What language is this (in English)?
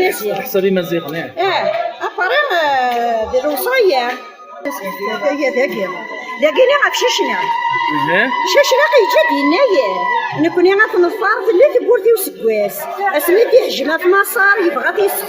Kabyle